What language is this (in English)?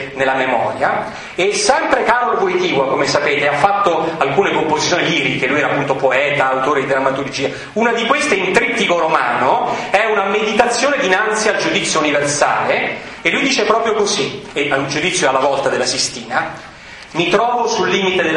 Italian